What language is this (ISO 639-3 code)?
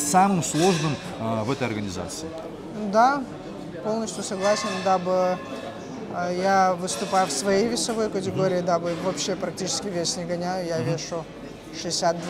rus